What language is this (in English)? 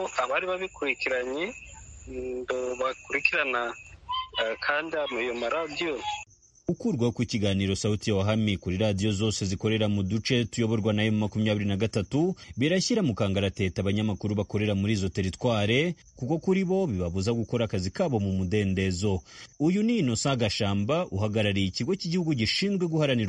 Kinyarwanda